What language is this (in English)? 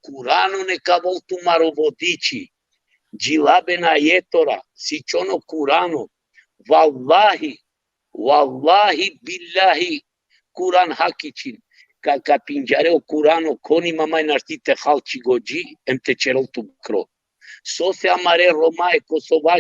Balkan Romani